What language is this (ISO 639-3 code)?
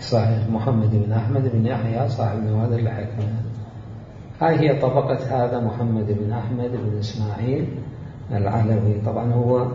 acm